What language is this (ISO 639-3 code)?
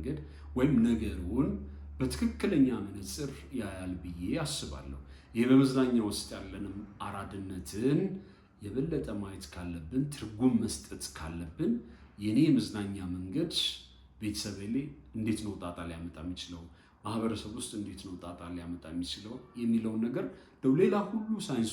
amh